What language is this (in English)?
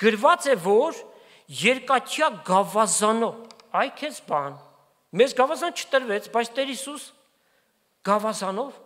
Armenian